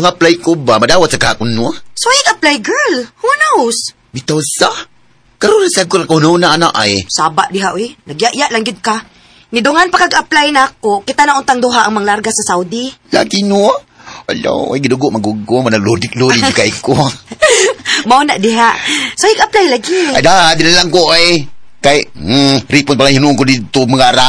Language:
Cebuano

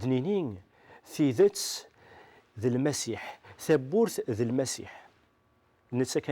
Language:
Kabyle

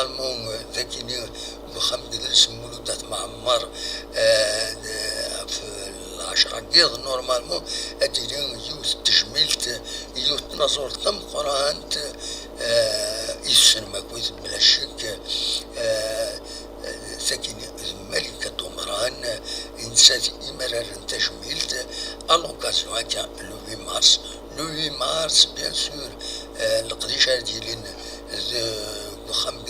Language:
Kabyle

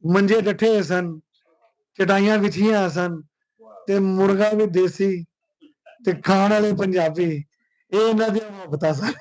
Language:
Western Panjabi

